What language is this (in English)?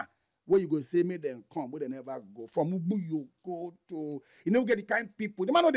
Nigerian Pidgin